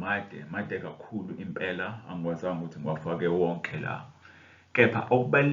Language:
Zulu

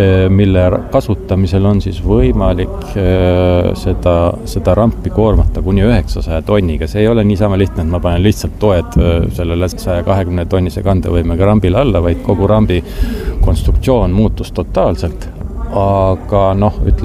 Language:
Estonian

